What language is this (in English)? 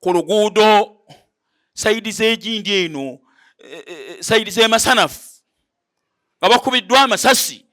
Ganda